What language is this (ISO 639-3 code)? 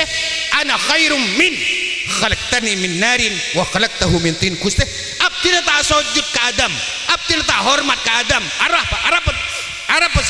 mad